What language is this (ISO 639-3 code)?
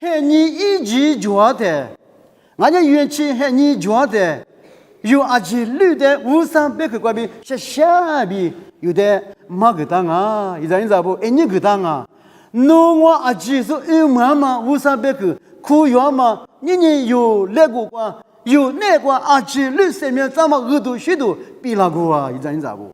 lis